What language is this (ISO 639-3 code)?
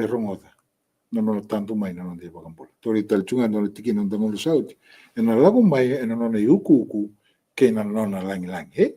fij